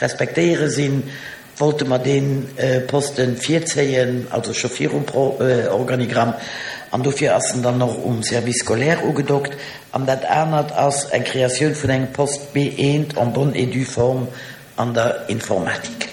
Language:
Luxembourgish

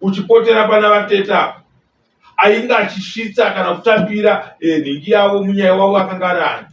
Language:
Shona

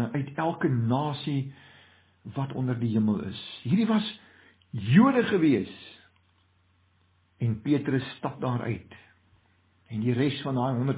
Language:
Afrikaans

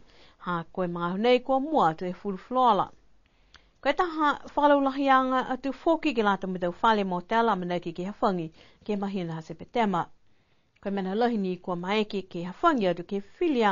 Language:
Niuean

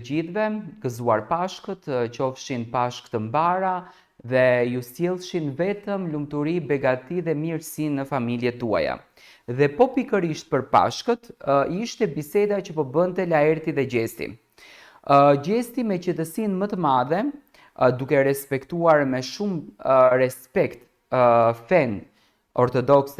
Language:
Albanian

